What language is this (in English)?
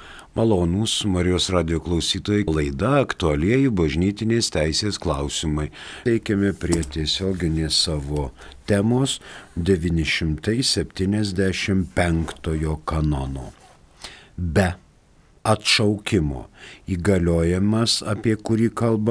Lithuanian